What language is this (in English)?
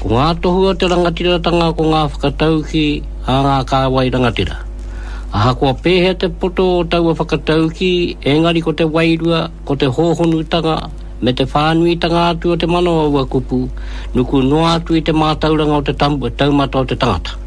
Māori